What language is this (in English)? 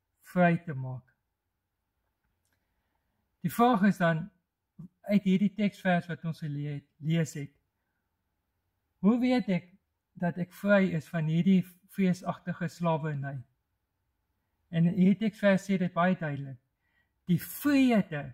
Afrikaans